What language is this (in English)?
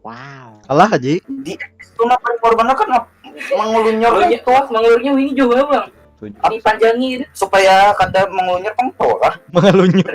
Banjar